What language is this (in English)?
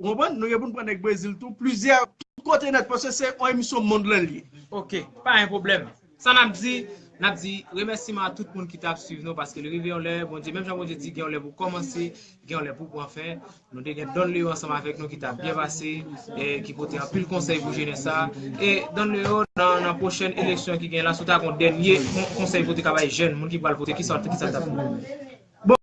Haitian Creole